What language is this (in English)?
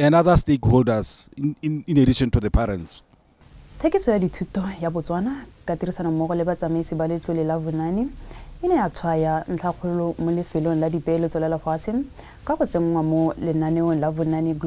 Tswana